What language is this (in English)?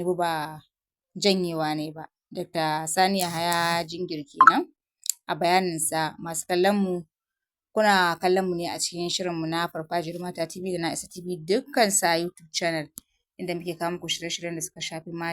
Hausa